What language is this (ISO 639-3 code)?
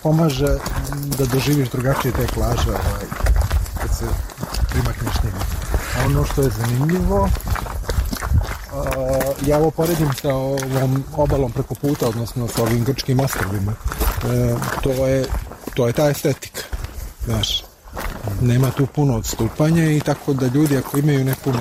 srp